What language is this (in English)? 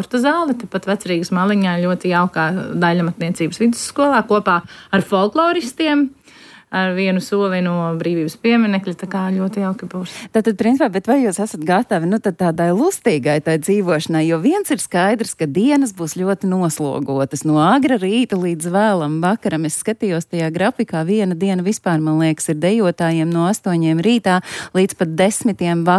Latvian